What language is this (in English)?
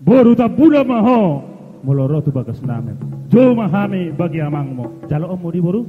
Batak Toba